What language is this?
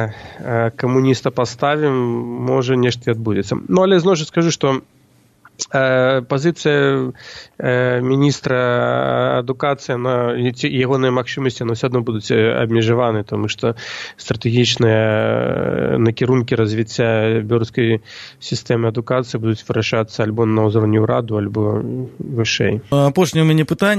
Belarusian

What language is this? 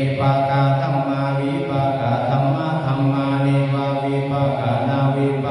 Pali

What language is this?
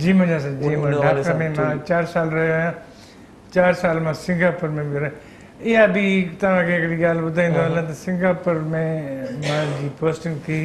Sindhi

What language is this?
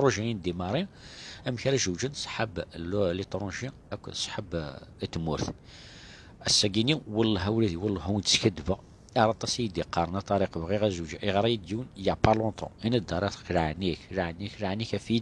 Kabyle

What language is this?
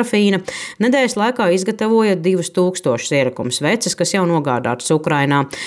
Latvian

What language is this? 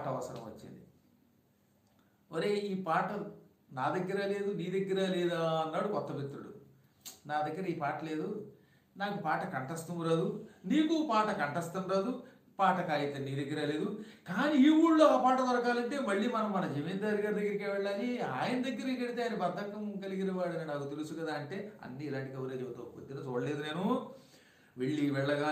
Telugu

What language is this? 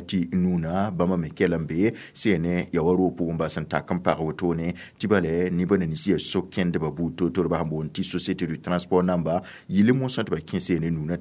Mossi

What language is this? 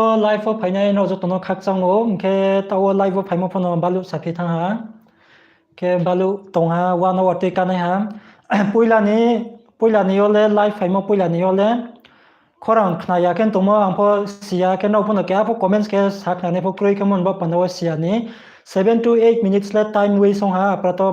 Riang (India)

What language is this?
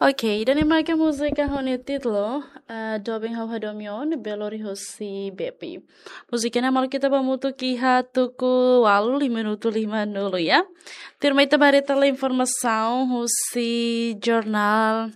Tetum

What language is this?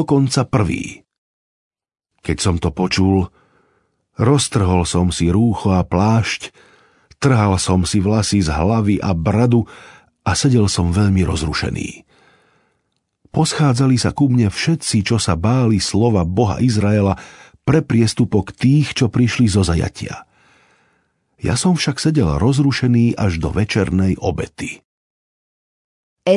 Slovak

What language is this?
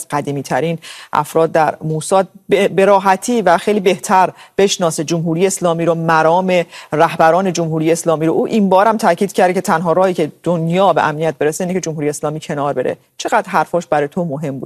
Persian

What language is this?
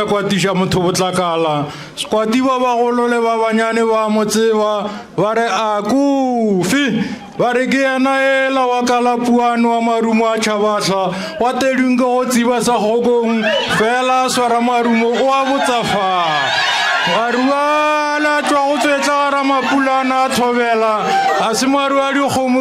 Northern Sotho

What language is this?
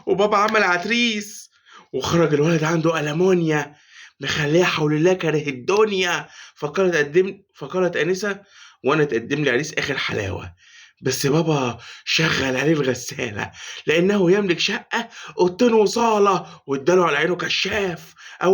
Egyptian Arabic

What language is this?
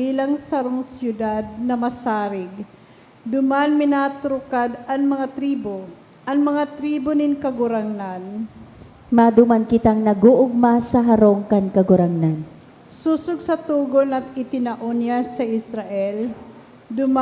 Bikol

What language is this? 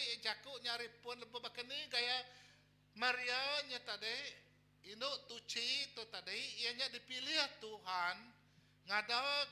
Iban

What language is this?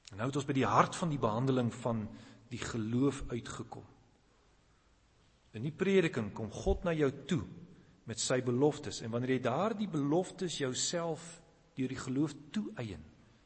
Afrikaans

